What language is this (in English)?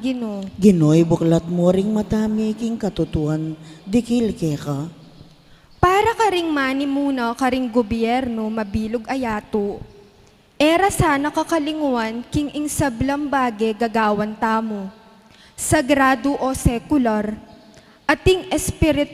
Pampanga